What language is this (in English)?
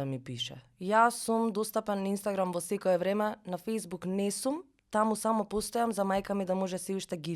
Macedonian